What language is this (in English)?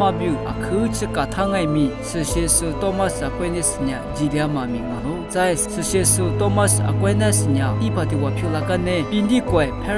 Lisu